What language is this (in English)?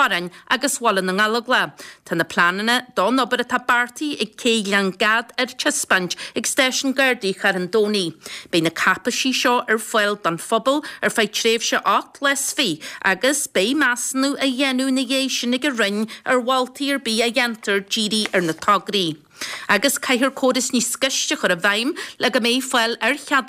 Irish